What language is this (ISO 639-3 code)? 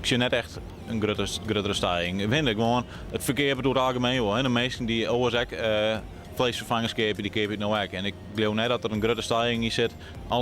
fry